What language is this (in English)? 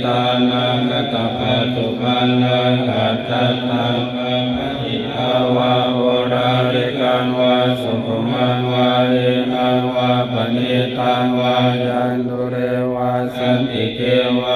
Pali